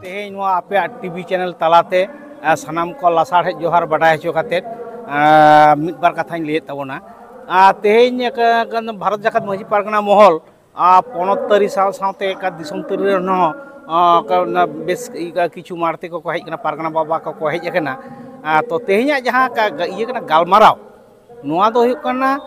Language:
Santali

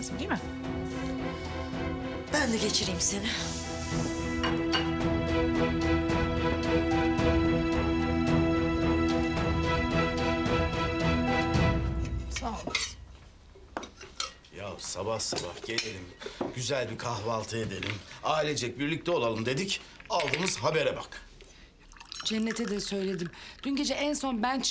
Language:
Turkish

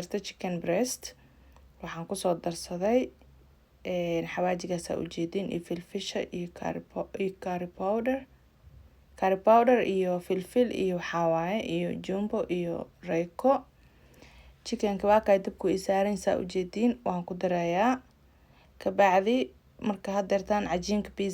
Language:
Somali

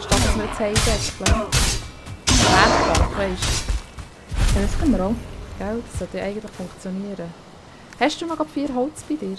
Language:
Swiss German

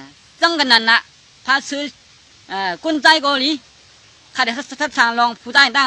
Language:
Shan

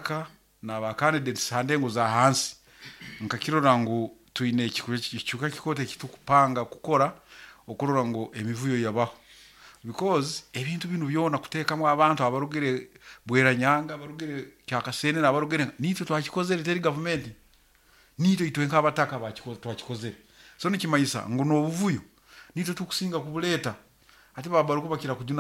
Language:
Nyankole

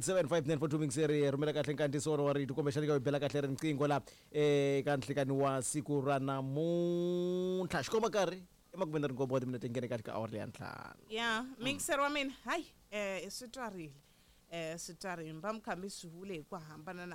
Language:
Tsonga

